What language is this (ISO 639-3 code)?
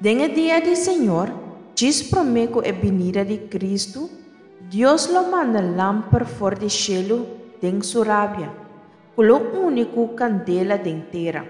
pap